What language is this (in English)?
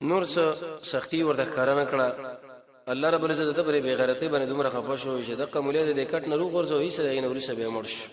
Pashto